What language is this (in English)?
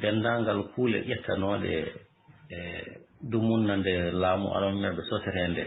Fula